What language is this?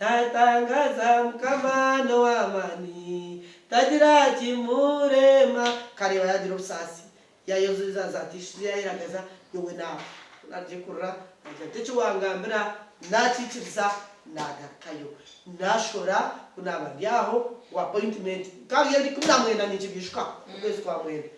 Nyankole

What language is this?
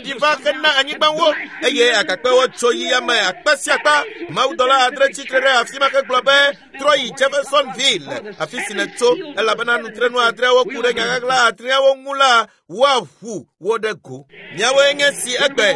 Ewe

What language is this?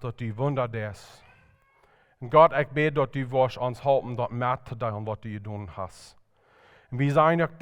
Plautdietsch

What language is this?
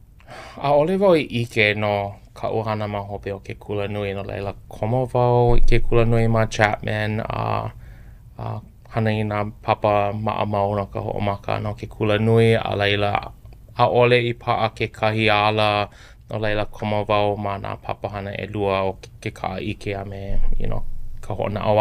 Hawaiian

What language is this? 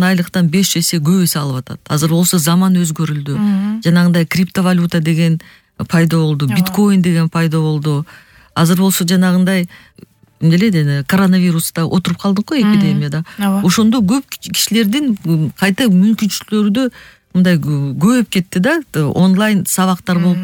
Kyrgyz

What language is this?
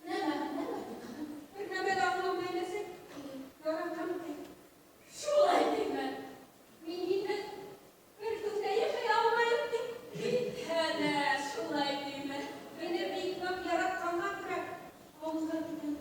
Bashkir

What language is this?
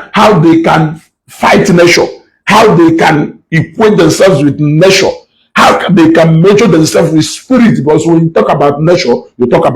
Igbo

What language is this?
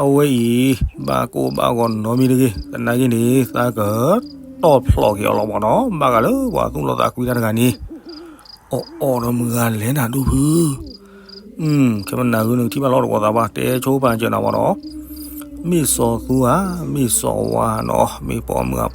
S'gaw Karen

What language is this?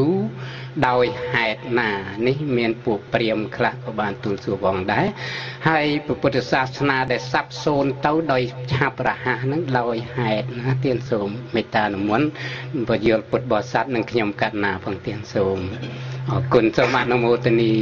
Khmer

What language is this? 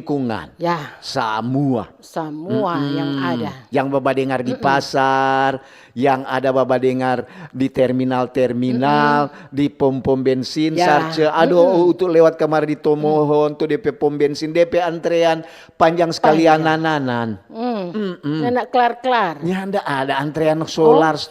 Manado Malay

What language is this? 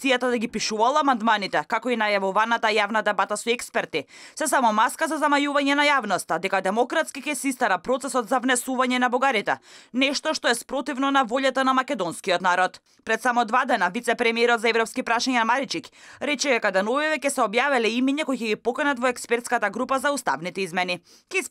Macedonian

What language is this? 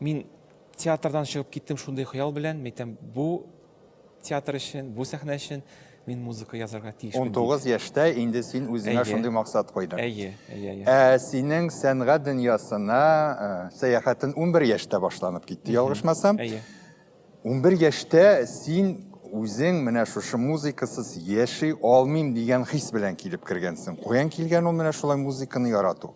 Tatar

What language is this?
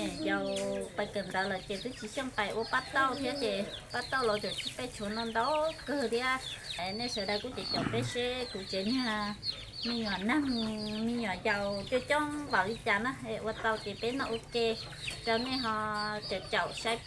Hmong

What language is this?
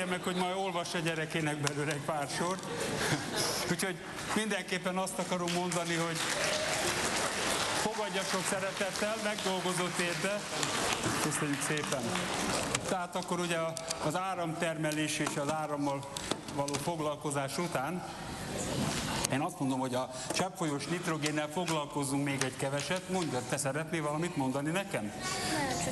Hungarian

